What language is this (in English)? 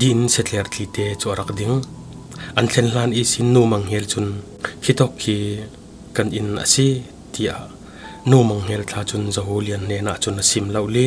Falam Chin